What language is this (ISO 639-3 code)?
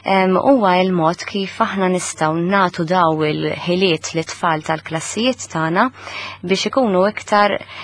mlt